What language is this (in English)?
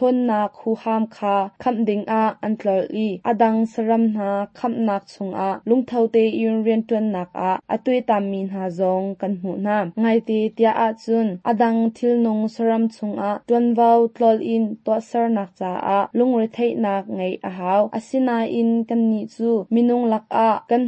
Hakha Chin